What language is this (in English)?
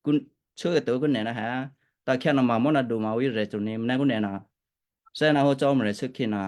Western Kayah